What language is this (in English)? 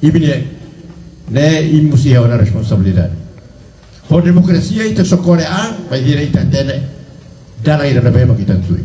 Tetum